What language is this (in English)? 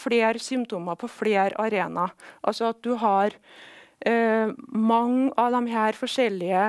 Norwegian